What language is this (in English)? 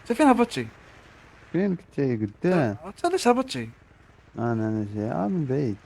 Moroccan Arabic